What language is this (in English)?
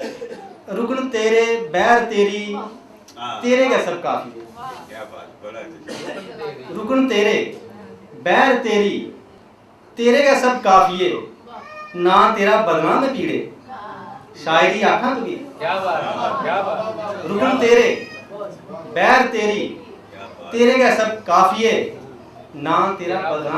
Dogri